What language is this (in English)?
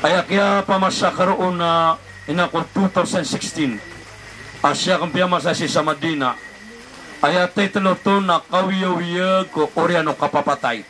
Maranao